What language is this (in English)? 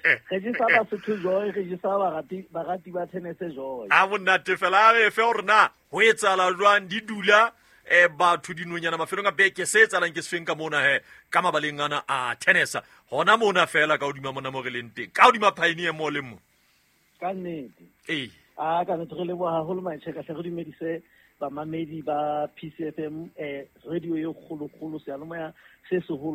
Southern Sotho